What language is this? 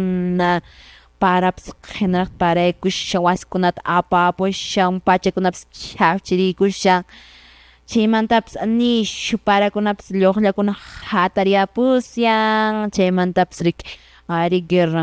Quechua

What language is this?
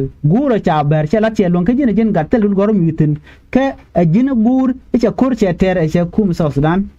Nuer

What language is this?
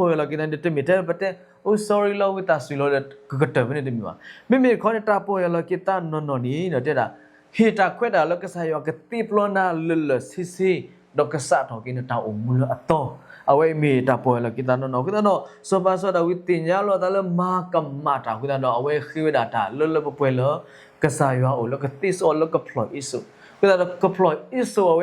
S'gaw Karen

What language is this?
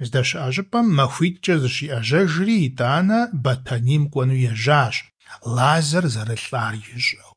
Kabardian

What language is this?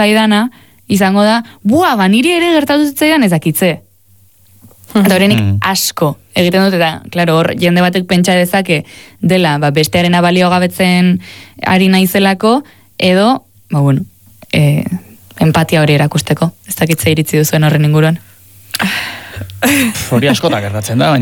Basque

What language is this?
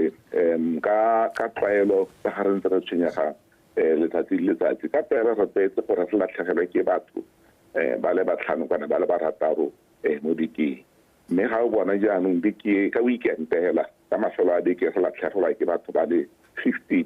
Tswana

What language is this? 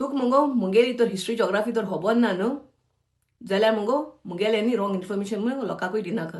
Konkani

